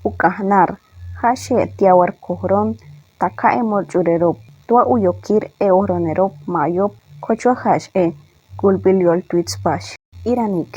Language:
Chortí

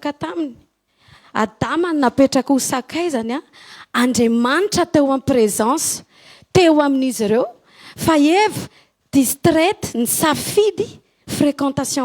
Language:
Malagasy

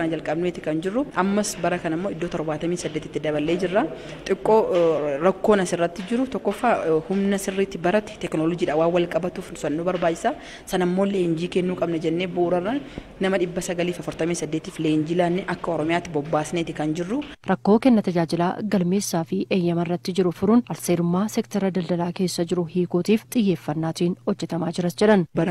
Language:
Oromo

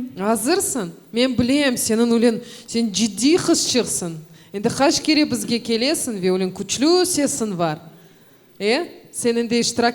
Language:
Crimean Tatar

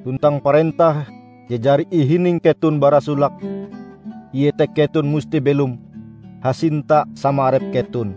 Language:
Ngaju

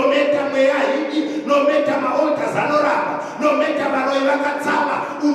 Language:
Shona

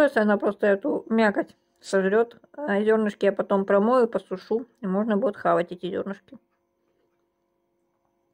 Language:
Russian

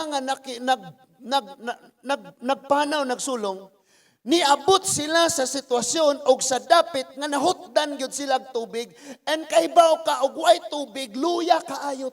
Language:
Cebuano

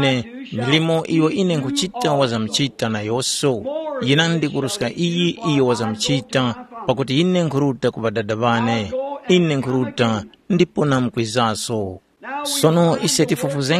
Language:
Tumbuka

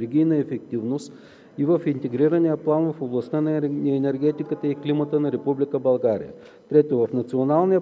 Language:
Bulgarian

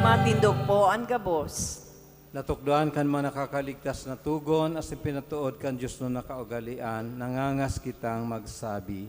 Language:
Bikol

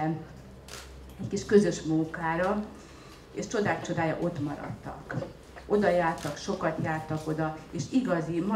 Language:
Hungarian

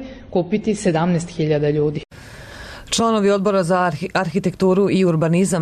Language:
Serbian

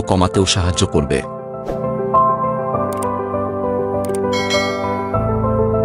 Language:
Bangla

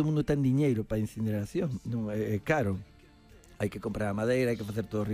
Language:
Galician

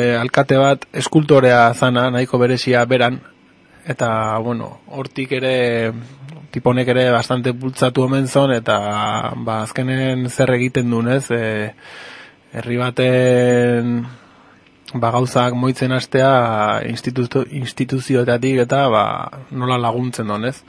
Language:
Basque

